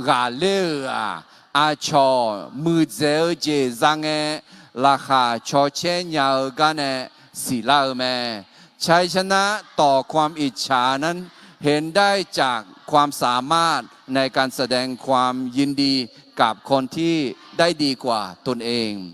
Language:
Akha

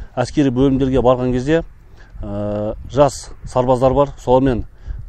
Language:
Kazakh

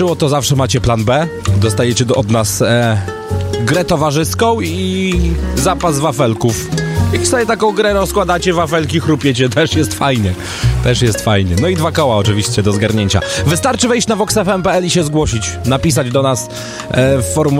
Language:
Polish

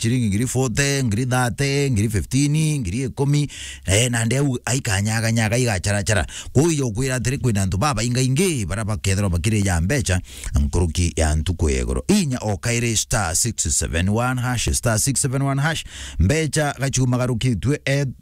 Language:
Meru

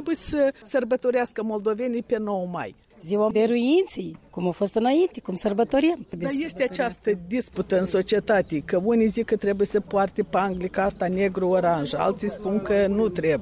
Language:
Romanian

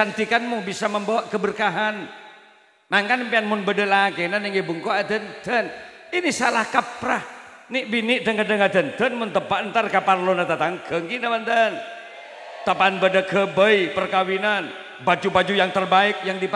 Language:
Madurese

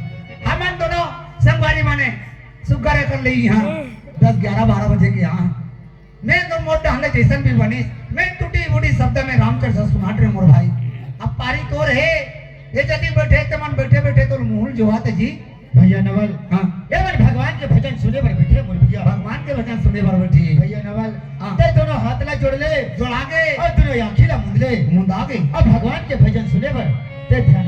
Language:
Chhattisgarhi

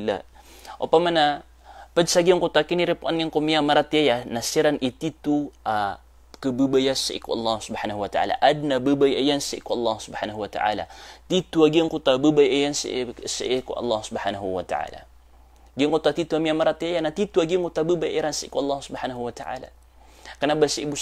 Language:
Maranao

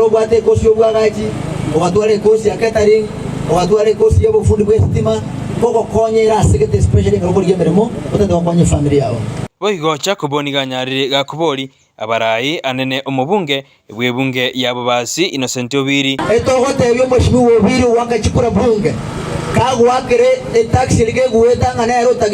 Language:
Gusii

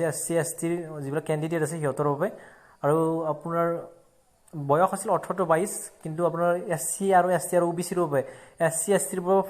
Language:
Assamese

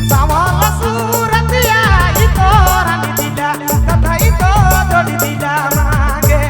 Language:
Sadri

